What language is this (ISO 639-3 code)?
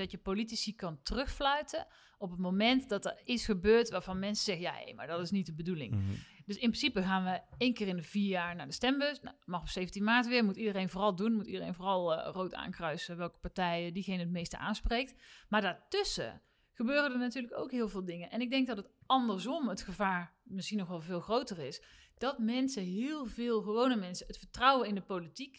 nld